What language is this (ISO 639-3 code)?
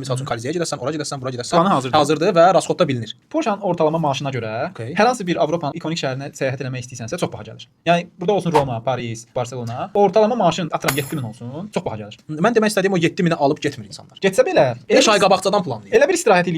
aze